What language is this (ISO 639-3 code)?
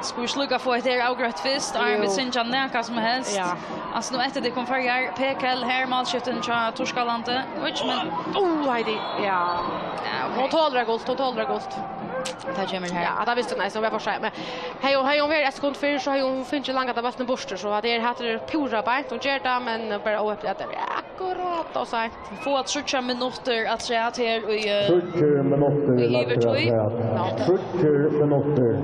fao